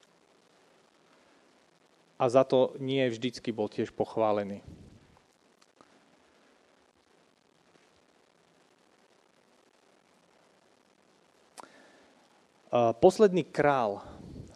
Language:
Slovak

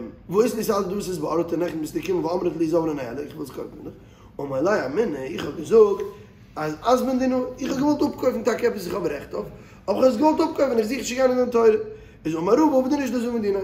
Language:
Yiddish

